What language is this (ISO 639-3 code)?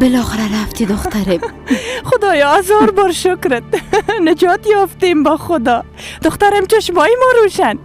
fas